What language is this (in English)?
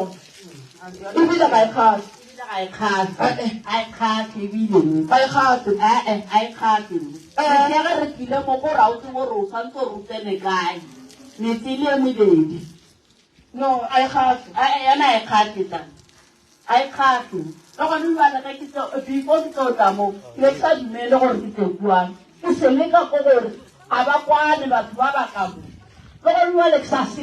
Northern Sotho